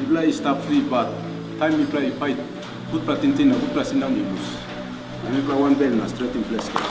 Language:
Tok Pisin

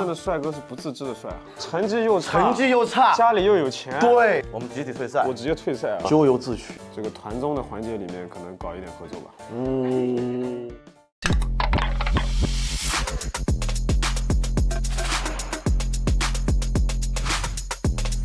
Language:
Chinese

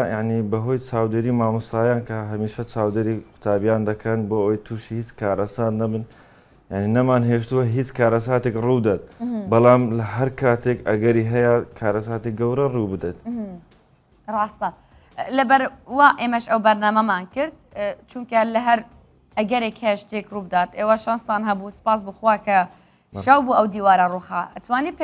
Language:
Central Kurdish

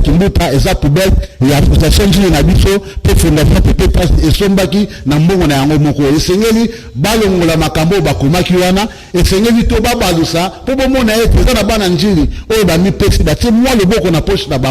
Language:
Lingala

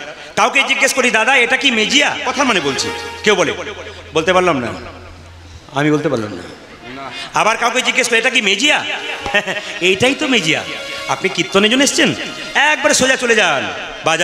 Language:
Bangla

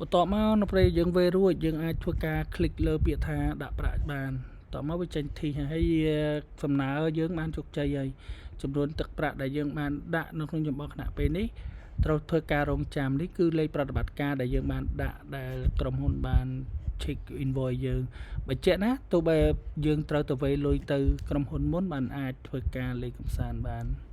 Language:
Khmer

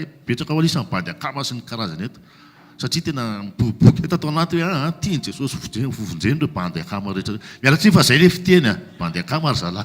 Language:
Malagasy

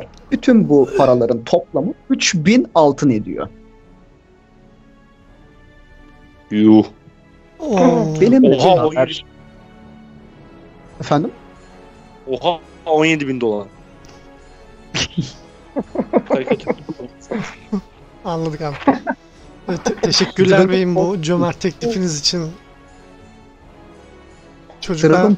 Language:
Turkish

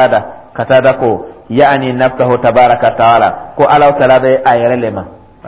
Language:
Dyula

